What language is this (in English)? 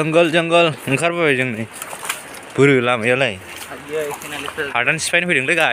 Bodo